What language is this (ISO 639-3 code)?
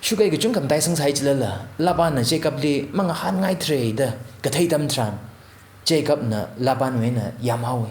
nmf